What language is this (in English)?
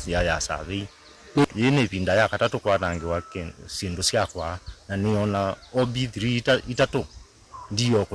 Kamba